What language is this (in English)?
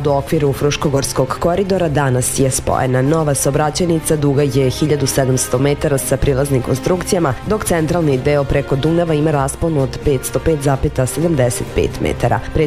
Serbian